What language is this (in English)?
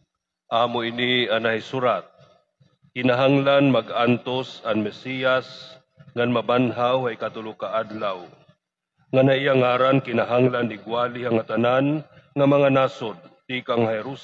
Waray